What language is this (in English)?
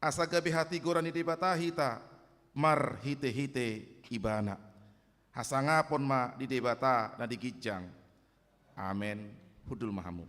Batak Toba